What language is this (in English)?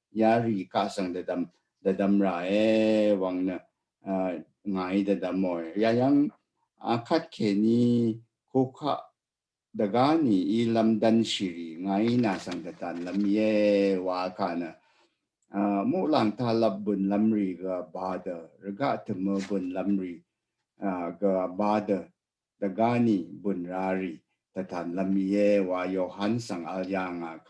Rawang